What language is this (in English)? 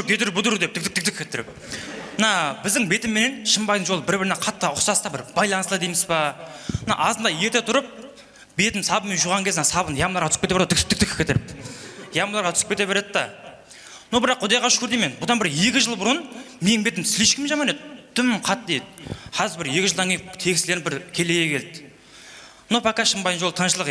Kara-Kalpak